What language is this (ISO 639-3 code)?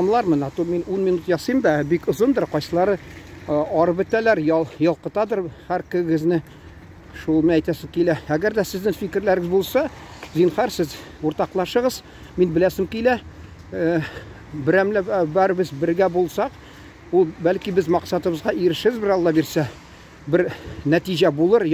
tat